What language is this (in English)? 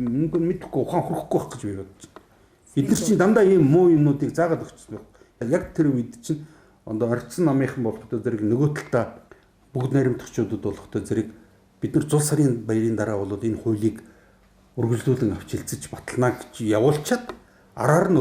Mongolian